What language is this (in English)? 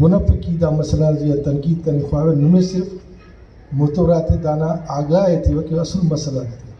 Brahui